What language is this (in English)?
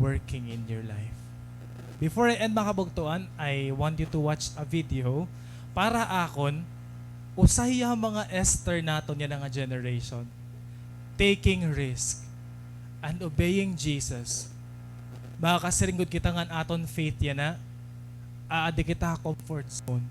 Waray